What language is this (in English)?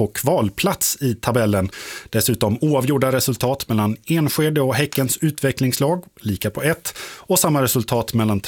Swedish